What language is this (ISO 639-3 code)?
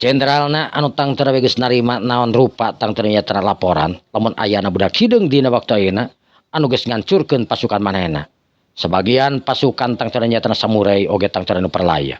sun